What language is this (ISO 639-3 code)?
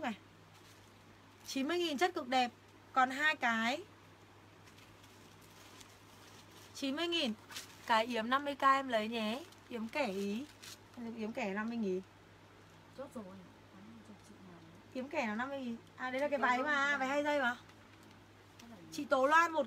vie